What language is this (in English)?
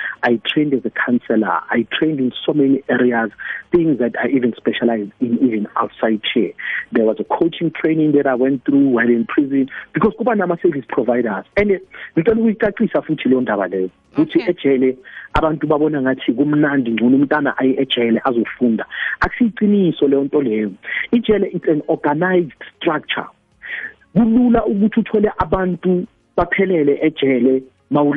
South Ndebele